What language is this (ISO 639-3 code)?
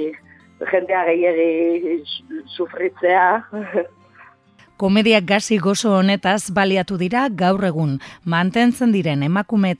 eus